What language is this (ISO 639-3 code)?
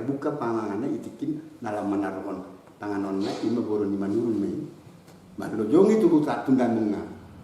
bbc